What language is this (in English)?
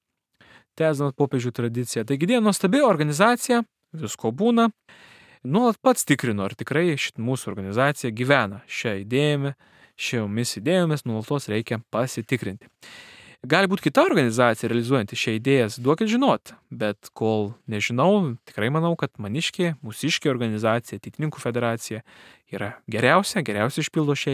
Lithuanian